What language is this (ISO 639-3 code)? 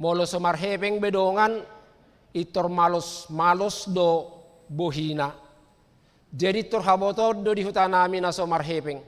bbc